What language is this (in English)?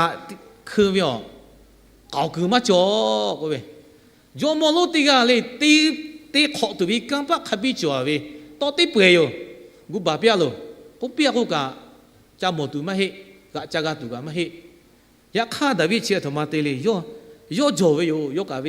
Lahu